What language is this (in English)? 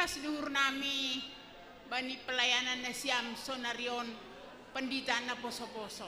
Batak Simalungun